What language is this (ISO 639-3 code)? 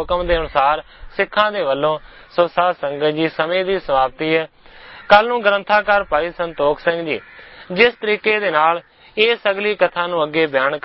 pan